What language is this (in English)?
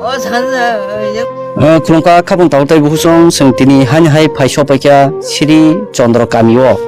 Kok Borok